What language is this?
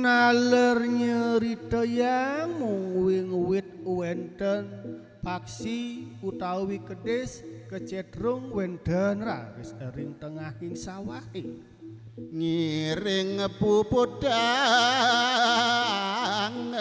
Balinese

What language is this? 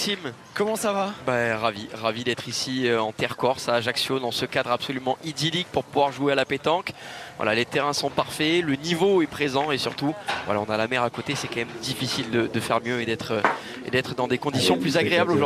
French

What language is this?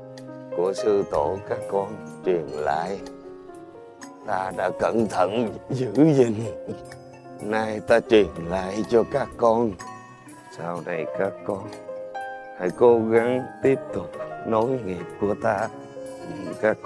Vietnamese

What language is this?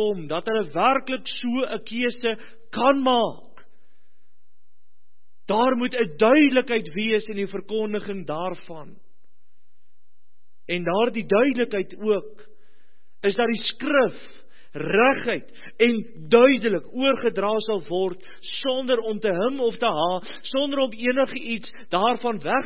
Afrikaans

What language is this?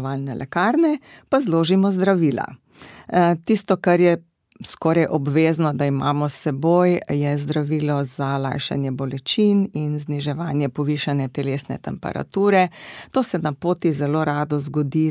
Slovenian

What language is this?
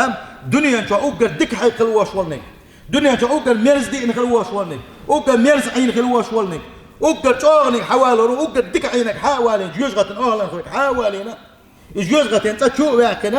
Chechen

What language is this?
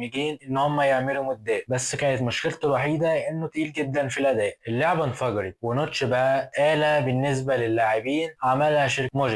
Egyptian Arabic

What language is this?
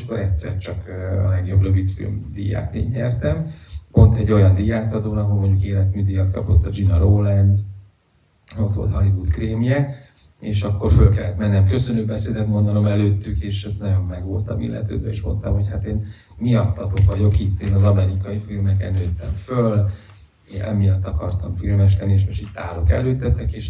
Hungarian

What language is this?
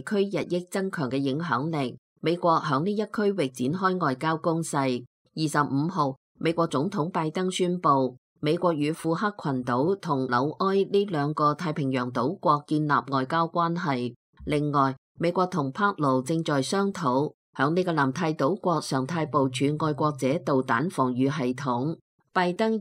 Cantonese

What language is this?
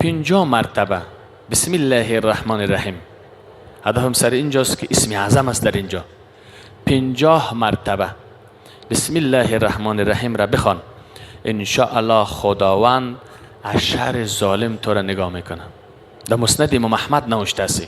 Persian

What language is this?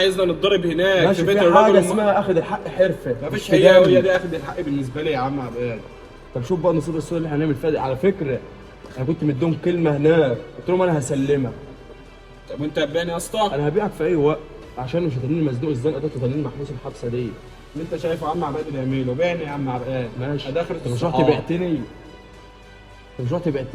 Egyptian Arabic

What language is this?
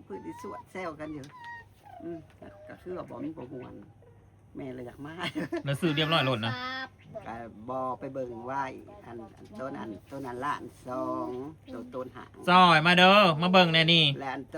Northeastern Thai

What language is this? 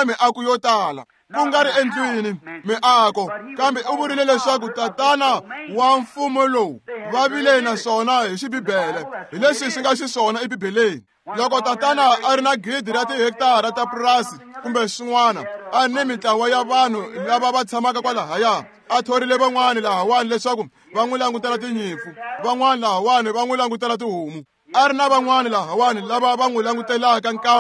Tsonga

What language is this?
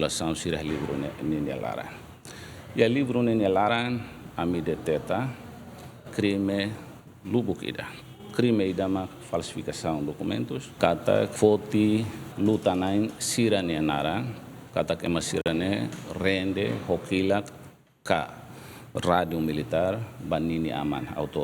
Tetum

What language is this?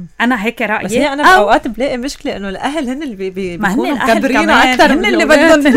North Levantine Arabic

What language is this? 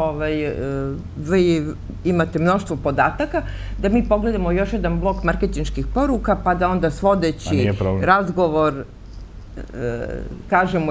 Serbian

